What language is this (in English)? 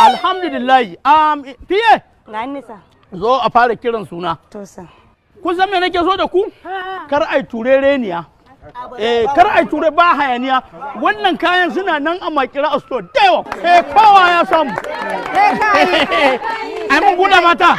Hausa